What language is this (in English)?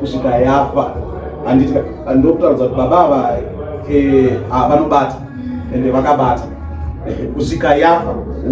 Shona